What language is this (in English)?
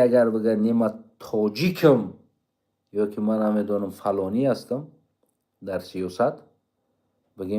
Tajik